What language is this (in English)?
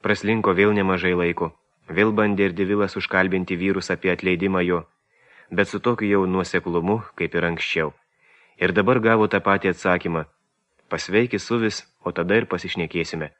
Lithuanian